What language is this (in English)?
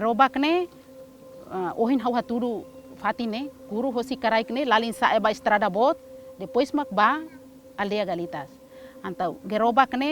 Tetum